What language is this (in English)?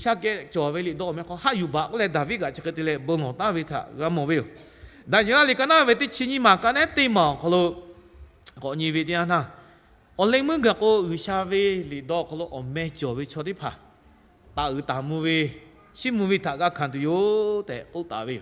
Lahu